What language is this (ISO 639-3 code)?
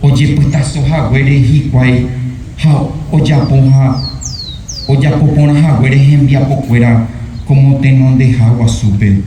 grn